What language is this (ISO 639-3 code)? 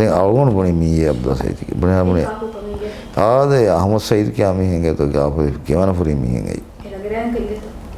div